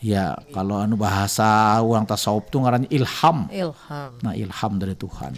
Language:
Banjar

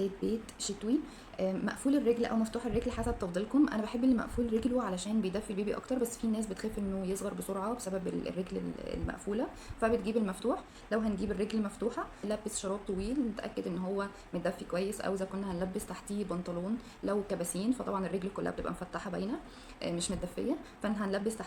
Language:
Egyptian Arabic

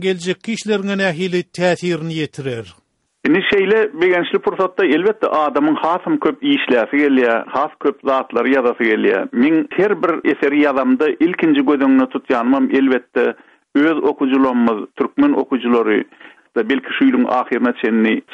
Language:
Turkmen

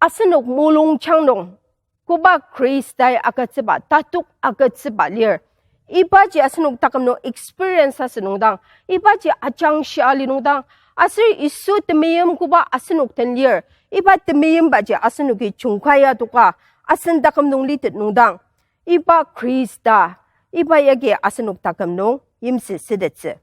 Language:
Ao Naga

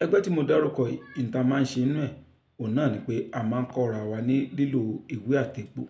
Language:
Yoruba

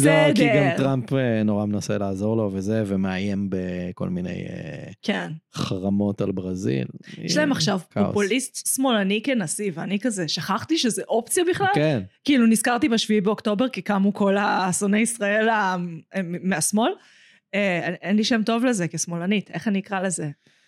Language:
Hebrew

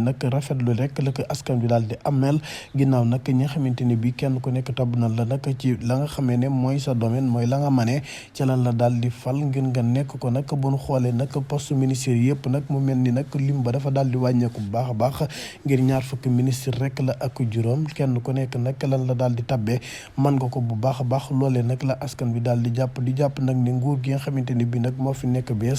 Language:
Wolof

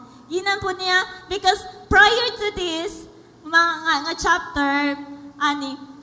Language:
Cebuano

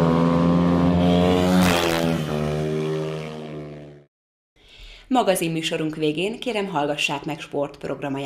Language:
Hungarian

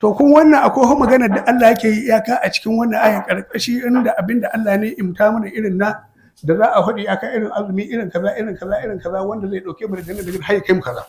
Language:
Hausa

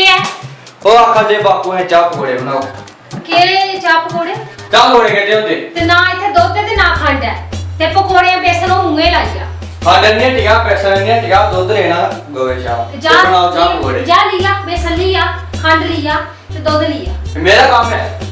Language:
Dogri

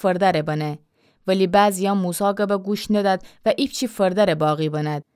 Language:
Gilaki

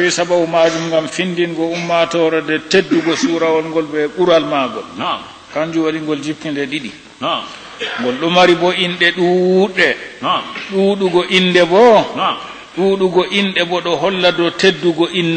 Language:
Fula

